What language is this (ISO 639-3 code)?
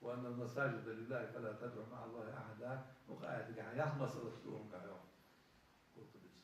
inh